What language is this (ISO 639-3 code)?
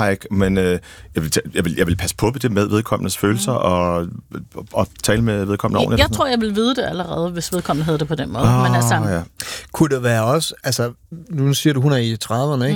dan